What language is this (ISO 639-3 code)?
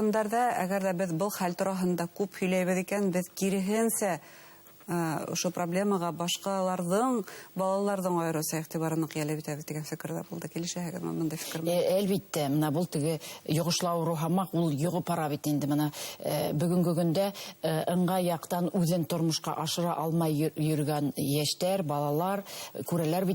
bak